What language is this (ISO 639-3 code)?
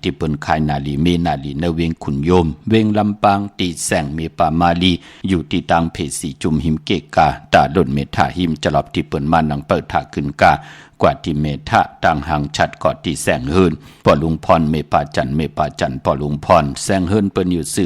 shn